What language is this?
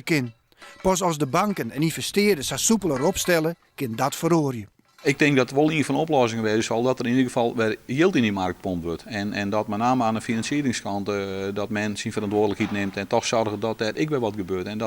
Western Frisian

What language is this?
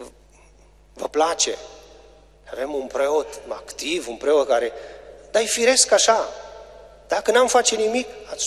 Romanian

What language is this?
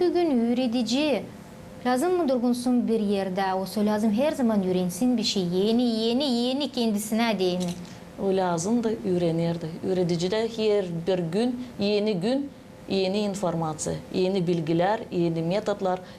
Gagauz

